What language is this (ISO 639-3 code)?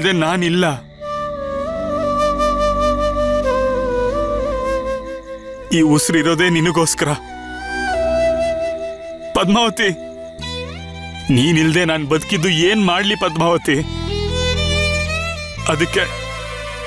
kan